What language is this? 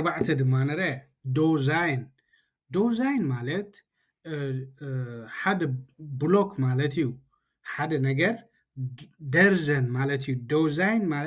Tigrinya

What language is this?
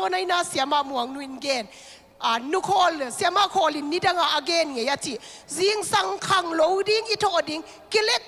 Tedim Chin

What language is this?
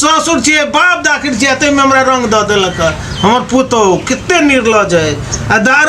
Maithili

